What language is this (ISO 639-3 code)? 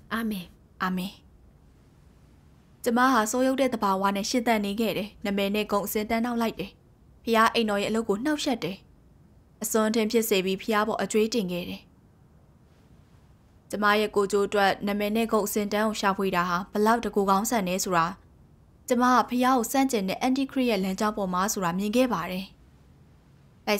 mya